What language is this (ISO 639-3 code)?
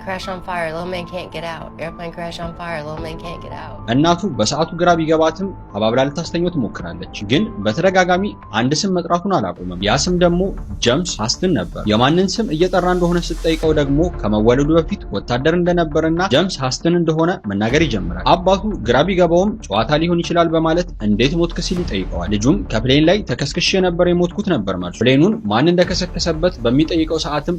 amh